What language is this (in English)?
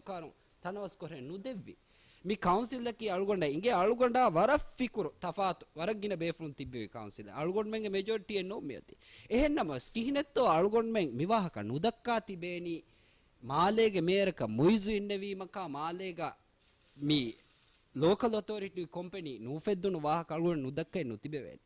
Divehi